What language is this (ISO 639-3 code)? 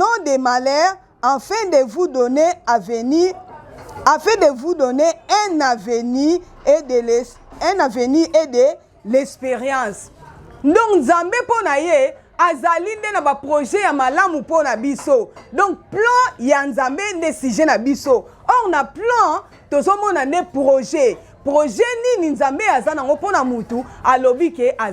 lin